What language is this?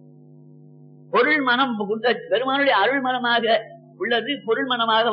Tamil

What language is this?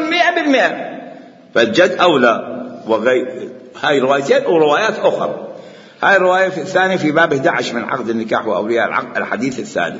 Mesopotamian Arabic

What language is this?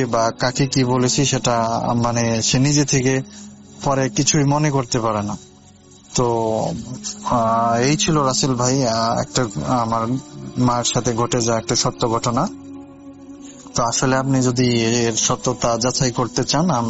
Bangla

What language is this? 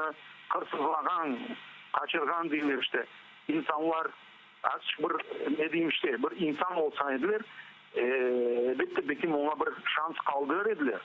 Crimean Tatar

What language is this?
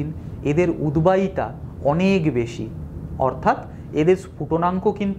Bangla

